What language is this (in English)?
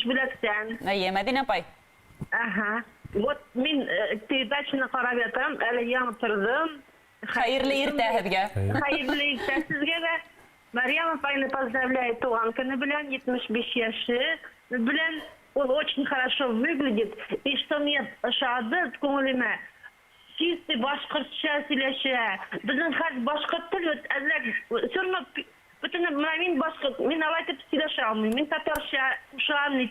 Bashkir